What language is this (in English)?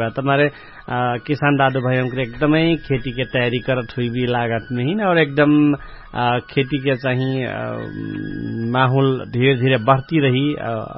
Bhojpuri